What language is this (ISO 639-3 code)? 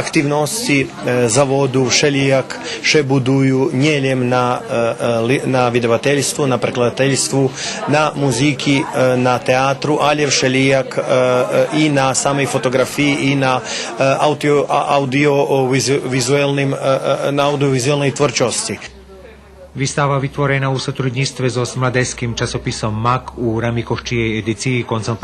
rue